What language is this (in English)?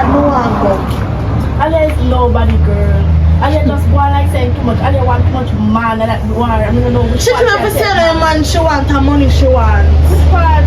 Jamaican Creole English